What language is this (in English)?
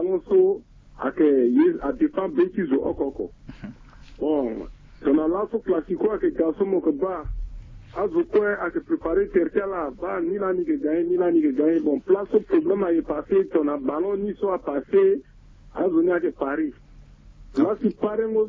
Sango